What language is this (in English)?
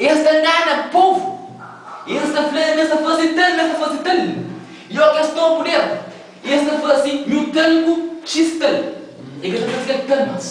Kabuverdianu